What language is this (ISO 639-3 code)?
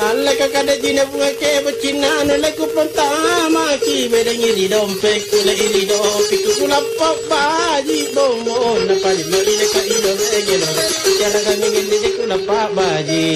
mak